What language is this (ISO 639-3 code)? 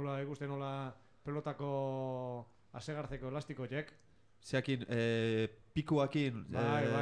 eus